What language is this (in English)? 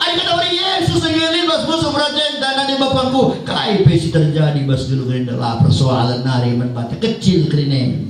Batak Karo